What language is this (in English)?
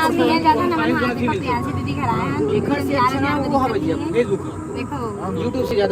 Chhattisgarhi